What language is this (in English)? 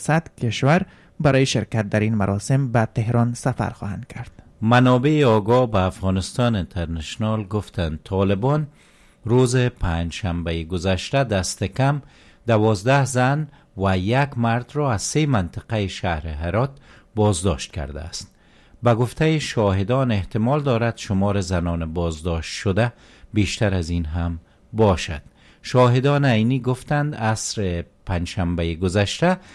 Persian